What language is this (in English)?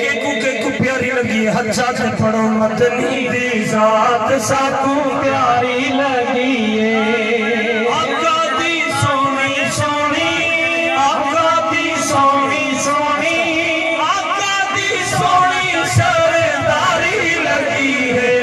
Saraiki